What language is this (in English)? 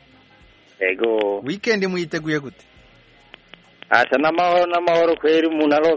Kinyarwanda